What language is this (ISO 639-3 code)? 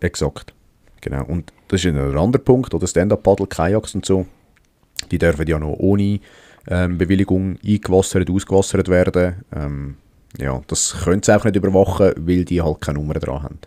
gsw